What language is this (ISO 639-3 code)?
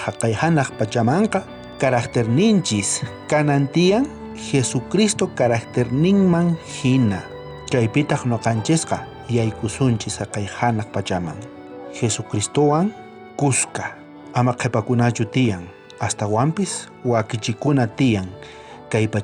quh